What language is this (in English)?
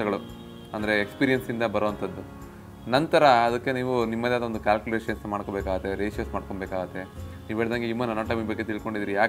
Kannada